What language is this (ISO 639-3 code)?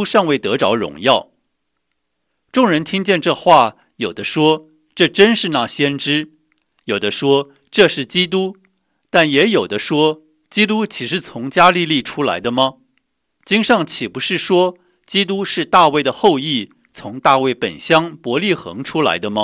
zho